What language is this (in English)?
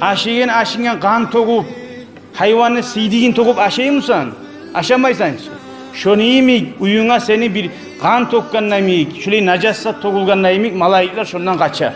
Kumyk